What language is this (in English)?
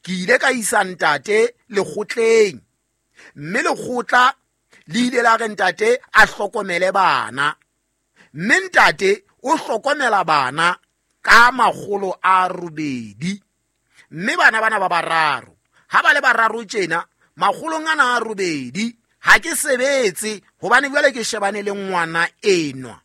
Southern Sotho